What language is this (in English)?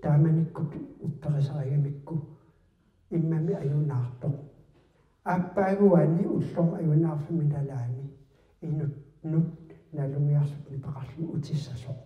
Kalaallisut